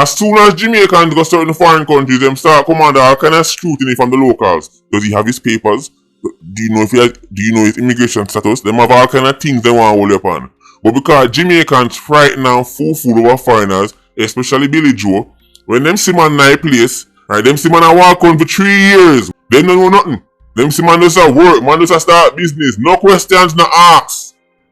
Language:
Jamaican Creole English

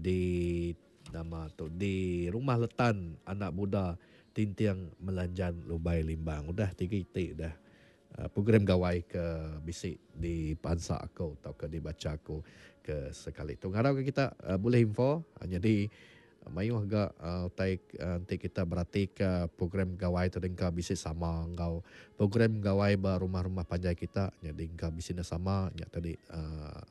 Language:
Iban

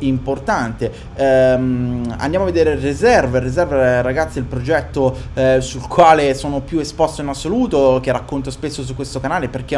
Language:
Italian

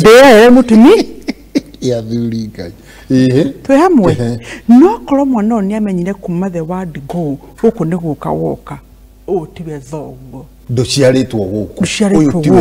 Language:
Kikuyu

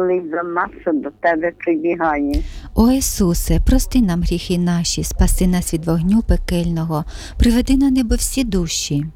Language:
Ukrainian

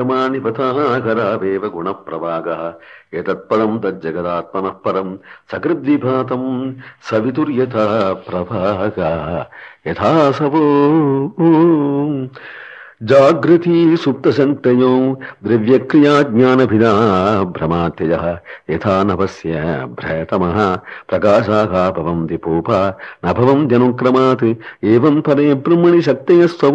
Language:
Sanskrit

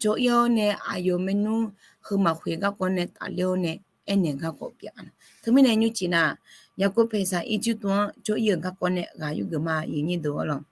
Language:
Akha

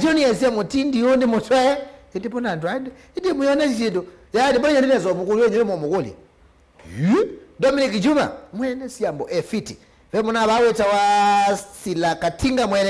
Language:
Kamba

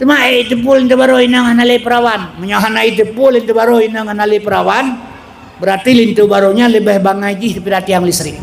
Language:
Achinese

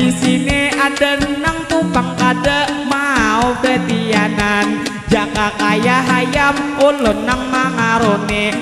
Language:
Banjar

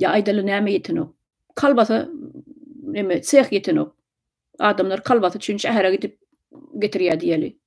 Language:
Turkmen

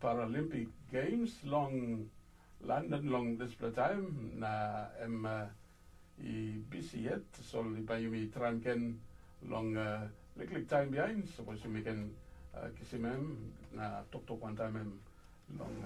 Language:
Tok Pisin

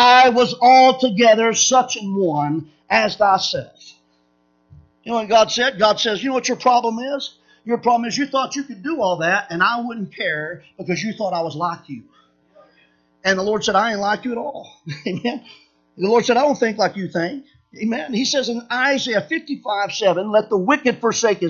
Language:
English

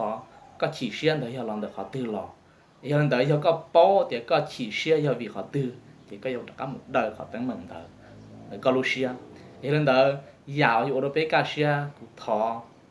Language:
Hmong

